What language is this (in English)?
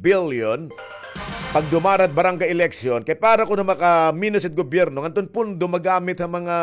Waray